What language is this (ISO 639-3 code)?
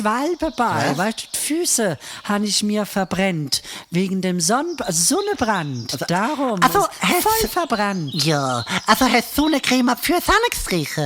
gsw